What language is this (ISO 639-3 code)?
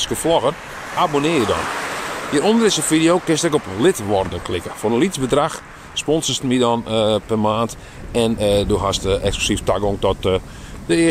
fry